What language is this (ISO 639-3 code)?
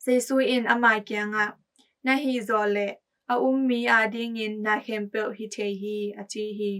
ctd